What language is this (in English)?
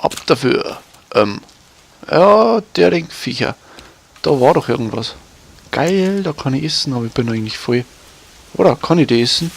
Bavarian